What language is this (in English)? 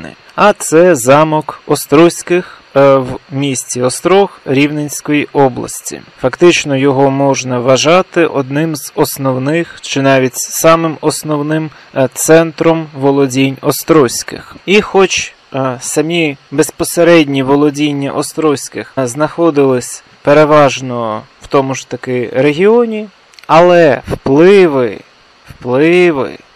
Ukrainian